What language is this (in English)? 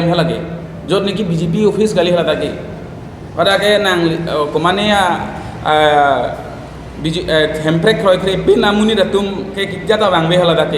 Karbi